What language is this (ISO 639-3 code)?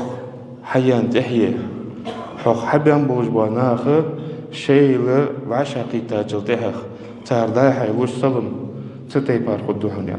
inh